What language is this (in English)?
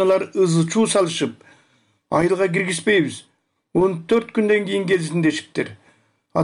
Kyrgyz